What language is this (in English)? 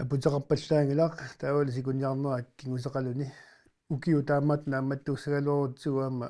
Kalaallisut